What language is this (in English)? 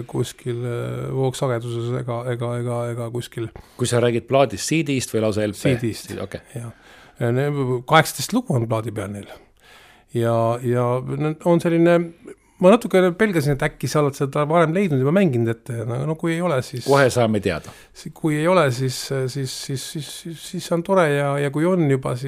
Estonian